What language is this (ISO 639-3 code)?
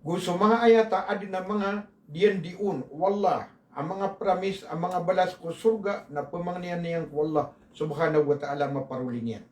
mrw